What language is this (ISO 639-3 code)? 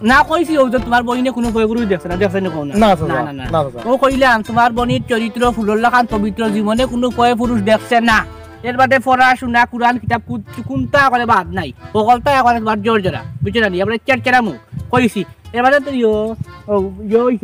syl